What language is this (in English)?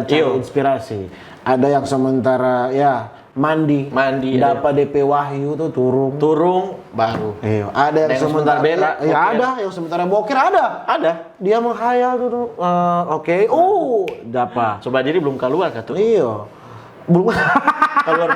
Manado Malay